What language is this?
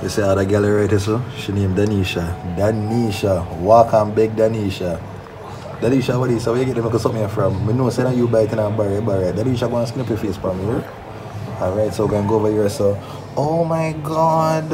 Jamaican Creole English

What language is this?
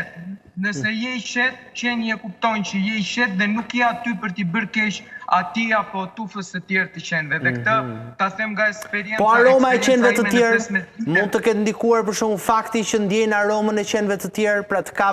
Albanian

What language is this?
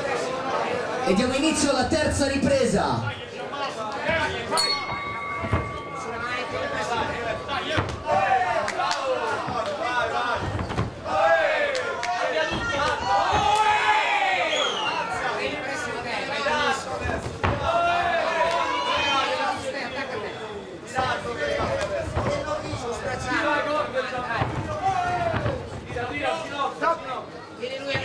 Italian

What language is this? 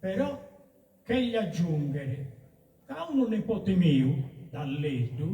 Sardinian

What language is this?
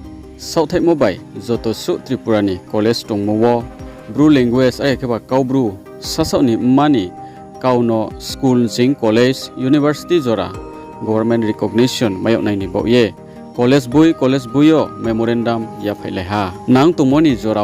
Riang (India)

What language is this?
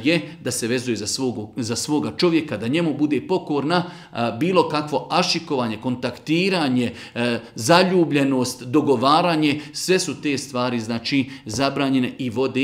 Bosnian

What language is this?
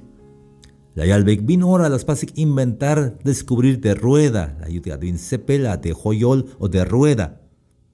Tzeltal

